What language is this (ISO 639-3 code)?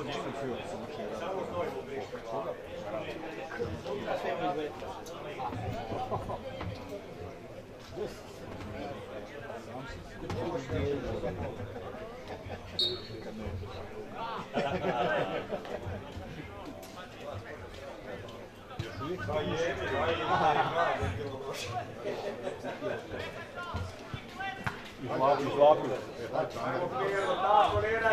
hrv